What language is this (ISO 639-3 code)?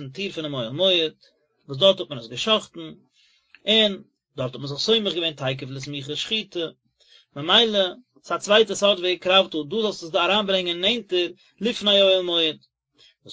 yid